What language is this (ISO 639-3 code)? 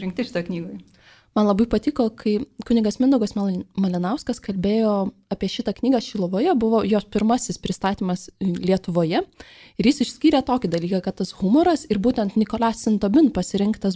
lit